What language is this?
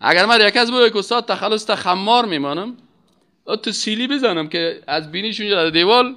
Persian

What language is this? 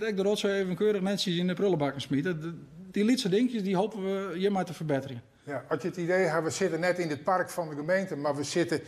Western Frisian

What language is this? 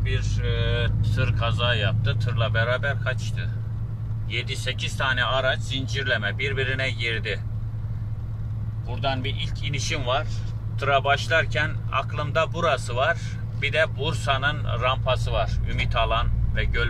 Turkish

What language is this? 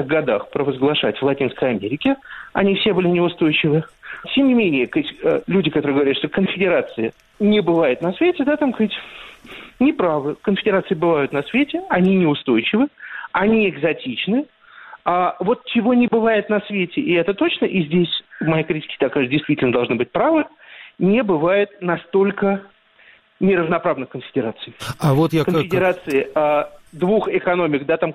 Russian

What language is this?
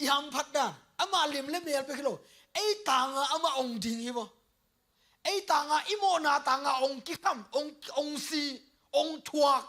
Tedim Chin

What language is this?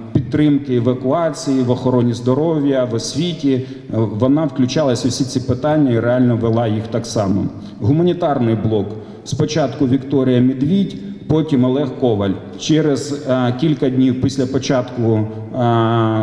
Ukrainian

